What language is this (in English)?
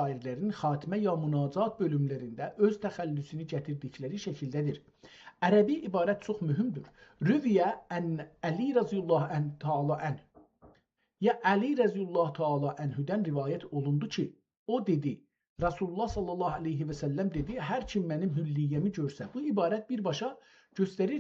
South Azerbaijani